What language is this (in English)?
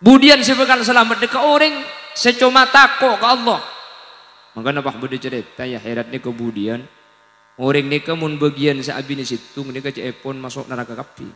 Madurese